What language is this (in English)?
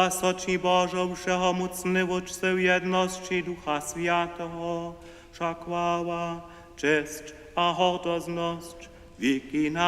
Upper Sorbian